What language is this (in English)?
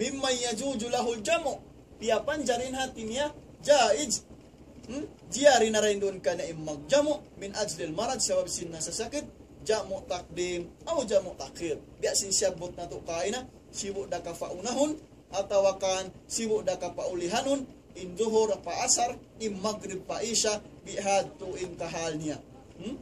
Tausug